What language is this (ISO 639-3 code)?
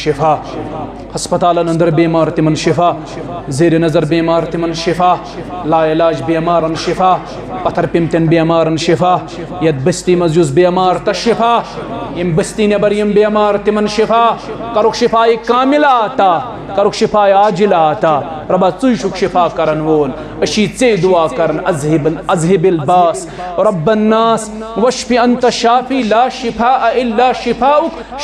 kas